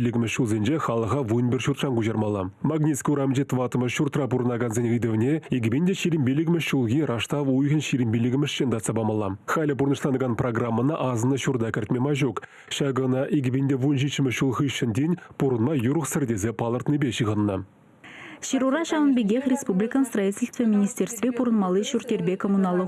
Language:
Chuvash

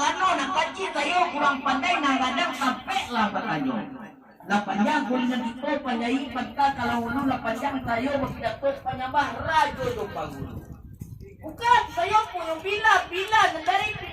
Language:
Minangkabau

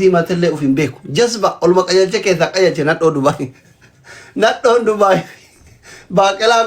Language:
Oromo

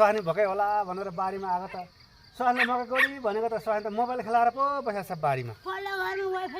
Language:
Nepali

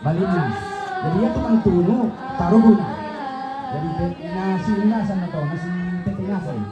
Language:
Toraja-Sa'dan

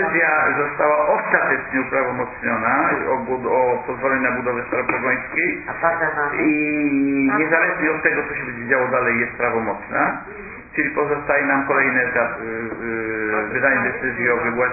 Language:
Polish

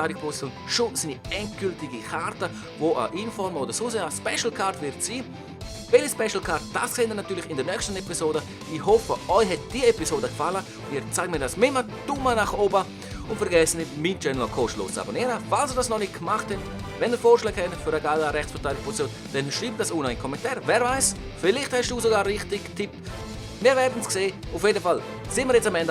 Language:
Swiss German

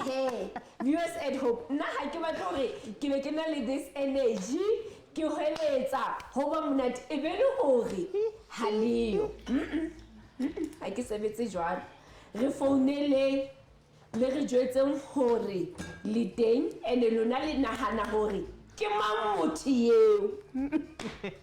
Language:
Southern Sotho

